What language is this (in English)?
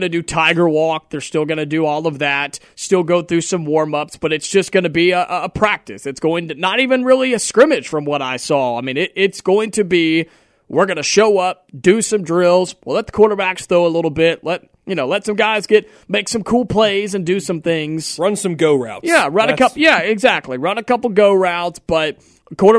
English